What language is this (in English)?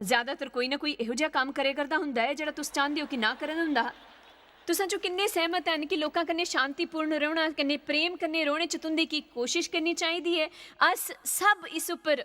Dogri